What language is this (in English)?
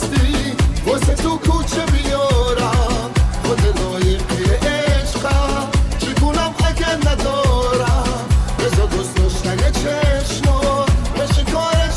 Tajik